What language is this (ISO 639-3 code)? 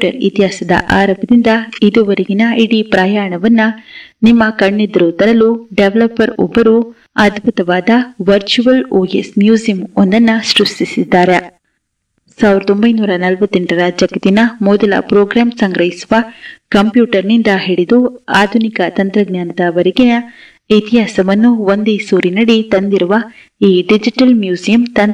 kan